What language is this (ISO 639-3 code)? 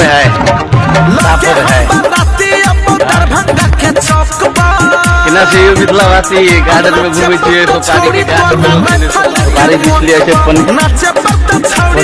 mai